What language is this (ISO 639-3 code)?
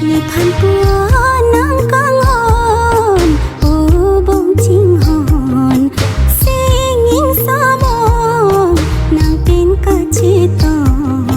mjw